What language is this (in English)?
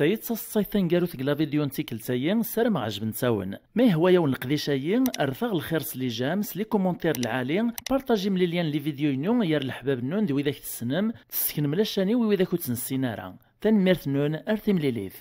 Kabyle